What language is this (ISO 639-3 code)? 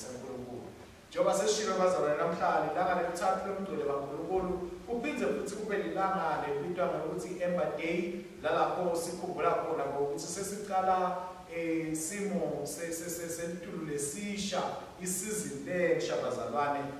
ssw